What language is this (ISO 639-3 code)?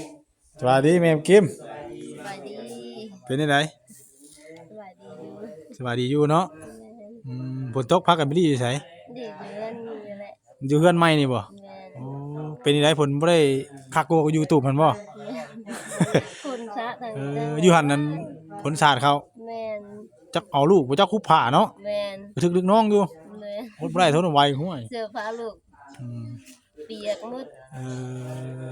tts